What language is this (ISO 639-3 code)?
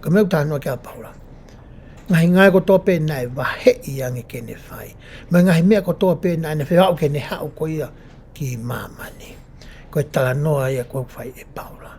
ton